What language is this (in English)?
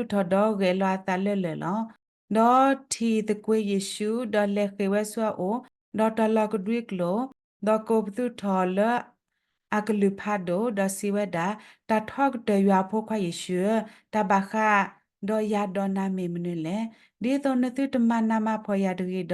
S'gaw Karen